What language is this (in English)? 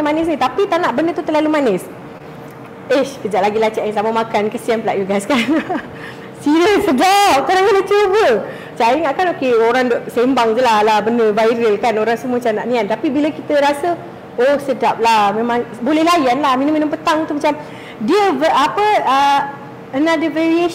Malay